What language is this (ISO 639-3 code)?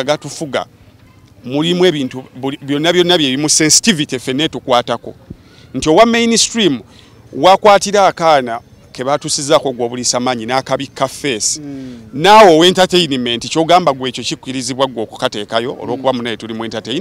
lug